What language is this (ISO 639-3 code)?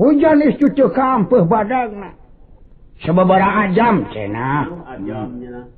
sun